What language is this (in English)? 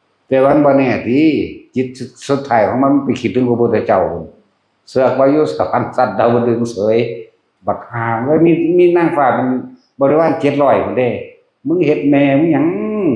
Northeastern Thai